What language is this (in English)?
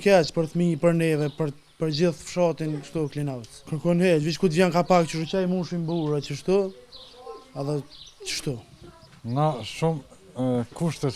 Albanian